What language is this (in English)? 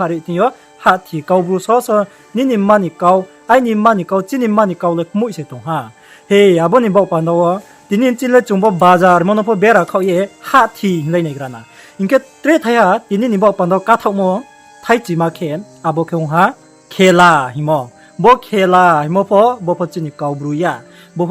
Riang (India)